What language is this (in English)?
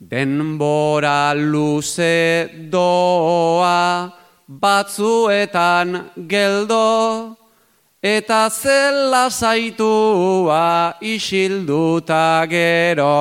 Basque